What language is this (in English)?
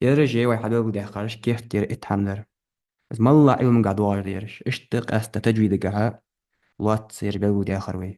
Ingush